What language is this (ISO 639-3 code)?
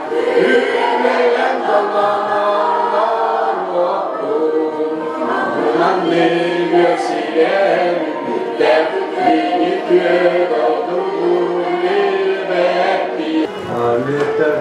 sah